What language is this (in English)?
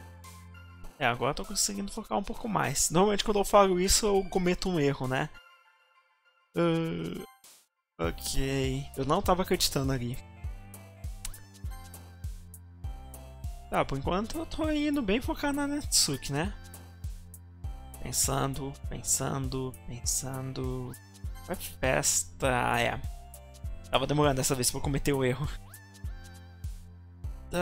Portuguese